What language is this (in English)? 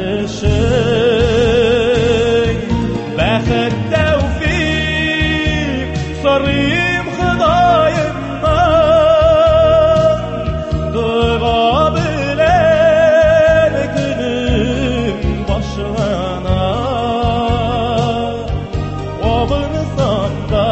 Tatar